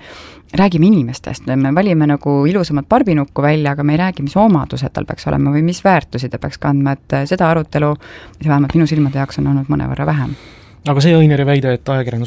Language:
Estonian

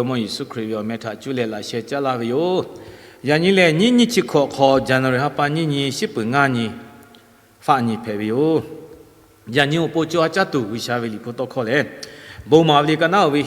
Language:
Lahu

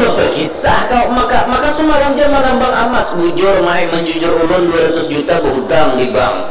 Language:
Banjar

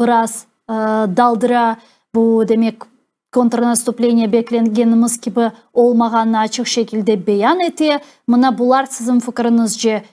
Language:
Crimean Tatar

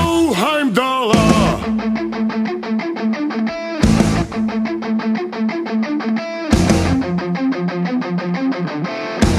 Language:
Slovak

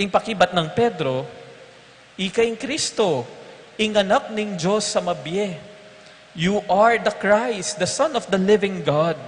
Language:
Pampanga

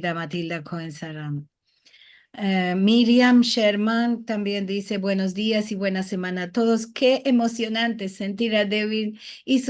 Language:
Ladino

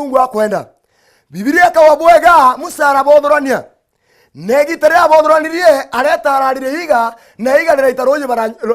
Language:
Meru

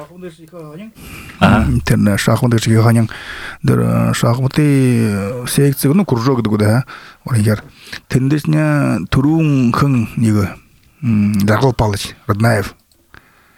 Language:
Buriat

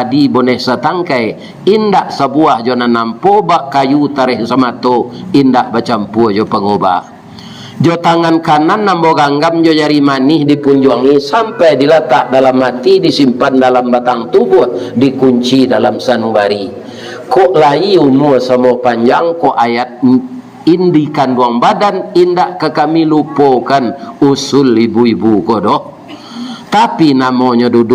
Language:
Minangkabau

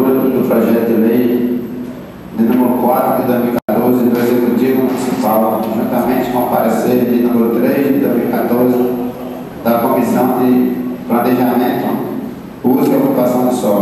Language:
Portuguese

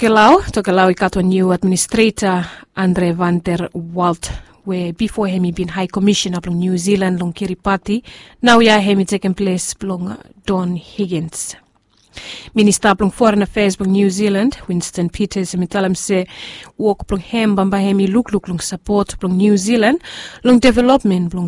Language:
Bislama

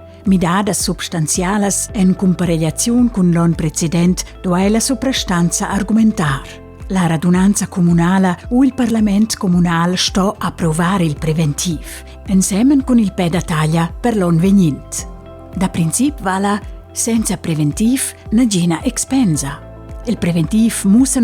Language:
Romansh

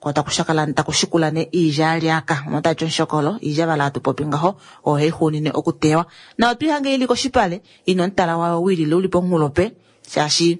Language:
Kuanyama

